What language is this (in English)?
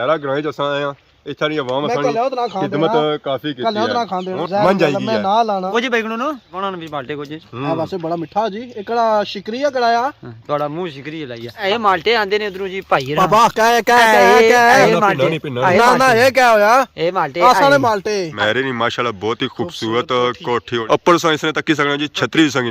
Pahari-Potwari